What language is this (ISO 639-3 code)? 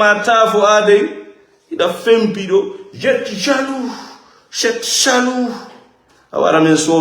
ful